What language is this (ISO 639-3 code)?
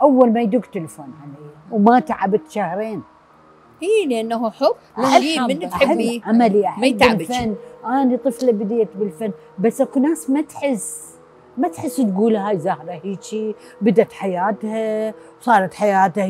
acm